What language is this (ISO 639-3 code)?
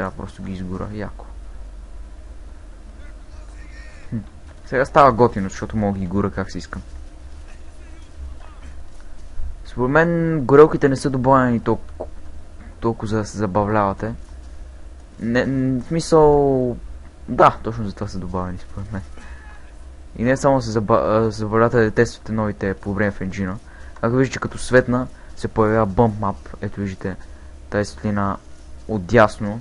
bul